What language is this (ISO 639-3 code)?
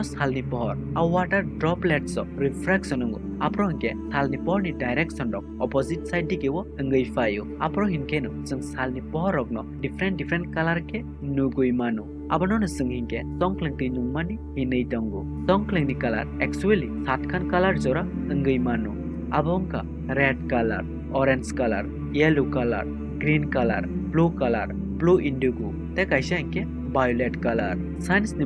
trp